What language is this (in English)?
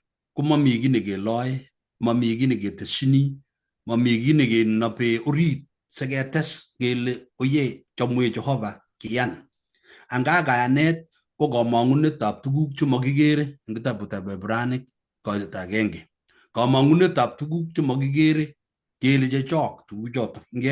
Kalenjin